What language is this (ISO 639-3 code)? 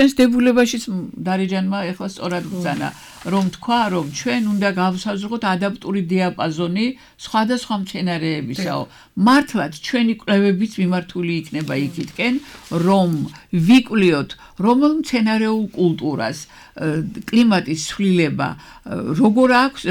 kat